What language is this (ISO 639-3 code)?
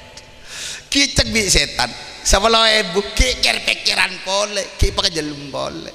mad